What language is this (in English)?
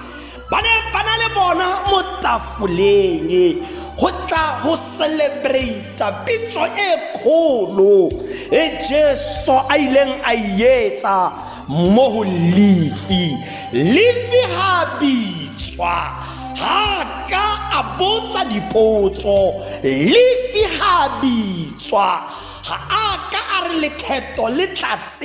Tswana